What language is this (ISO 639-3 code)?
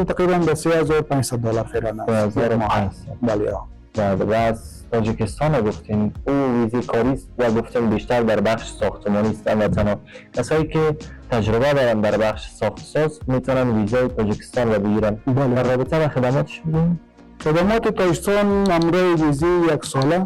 fas